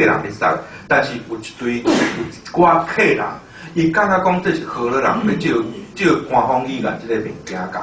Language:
Min Nan Chinese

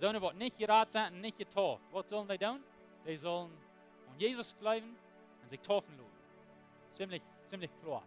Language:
Plautdietsch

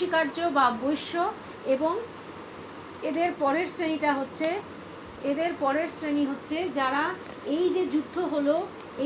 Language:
Bangla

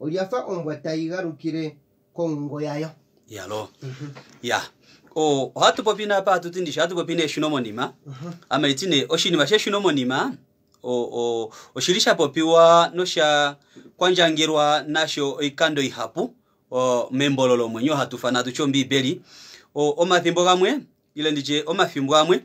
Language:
Kuanyama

